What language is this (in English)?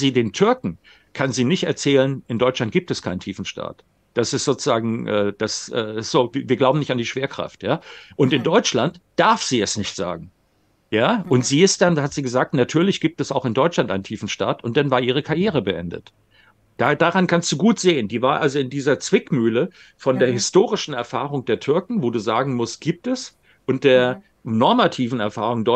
German